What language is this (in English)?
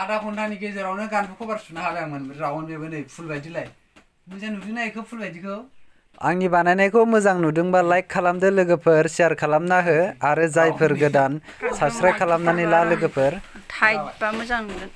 Bodo